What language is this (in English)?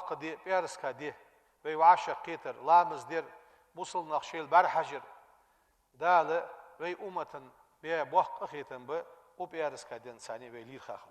Ingush